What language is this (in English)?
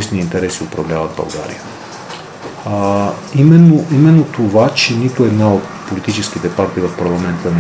Bulgarian